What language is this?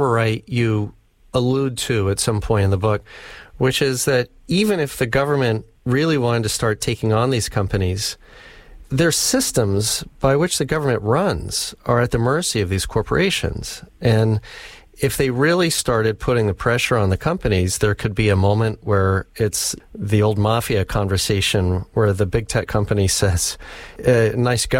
English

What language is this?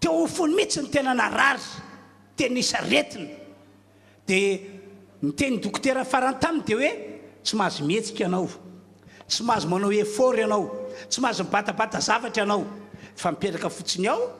Malagasy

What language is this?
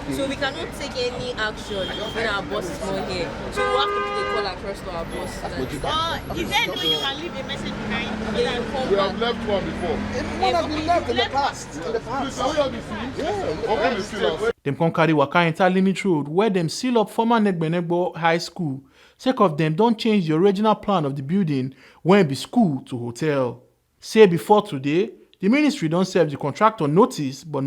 Nigerian Pidgin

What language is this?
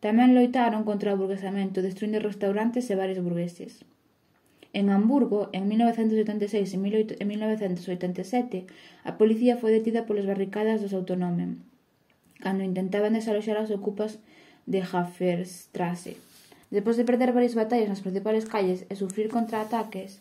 Galician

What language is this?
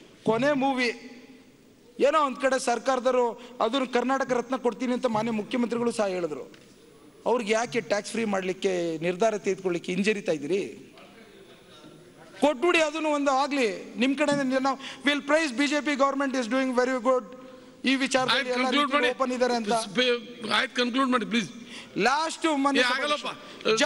Kannada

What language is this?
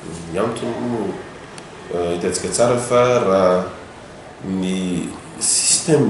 Malagasy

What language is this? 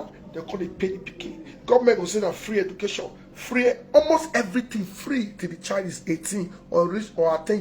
Nigerian Pidgin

